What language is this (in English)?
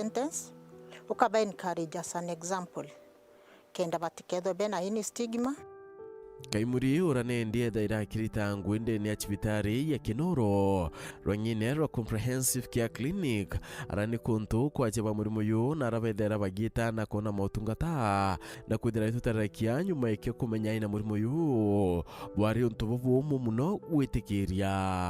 Meru